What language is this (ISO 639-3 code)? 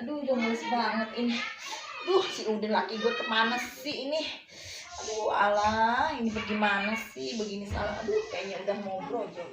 bew